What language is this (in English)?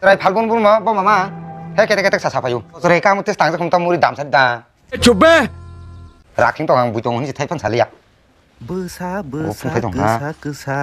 Kok Borok